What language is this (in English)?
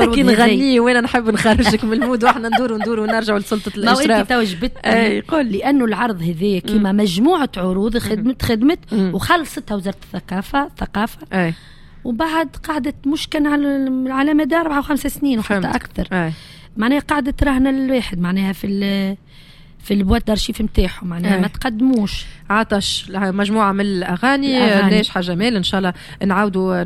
Tunisian Arabic